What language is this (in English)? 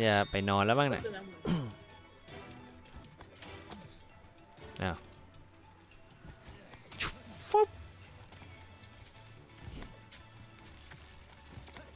Thai